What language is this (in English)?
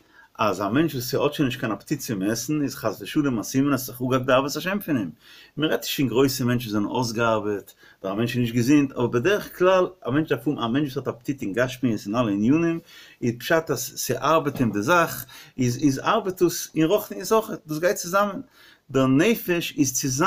Yiddish